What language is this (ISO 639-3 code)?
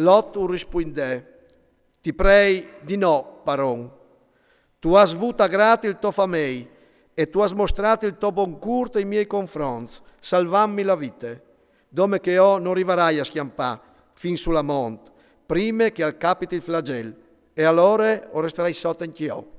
fur